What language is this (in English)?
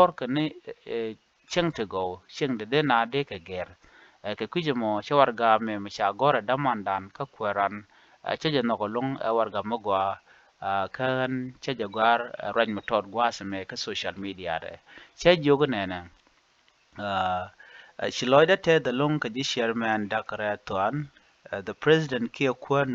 Nuer